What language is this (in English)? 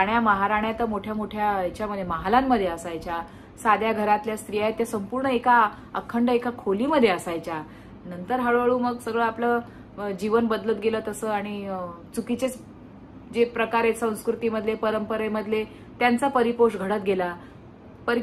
Marathi